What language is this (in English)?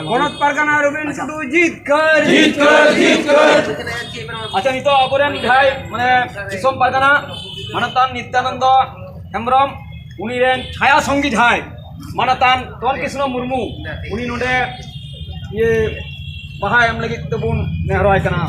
Santali